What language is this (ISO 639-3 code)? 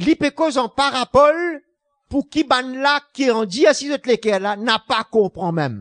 mfe